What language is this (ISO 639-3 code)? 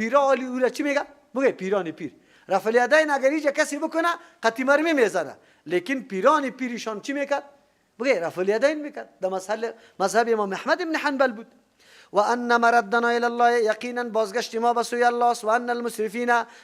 fas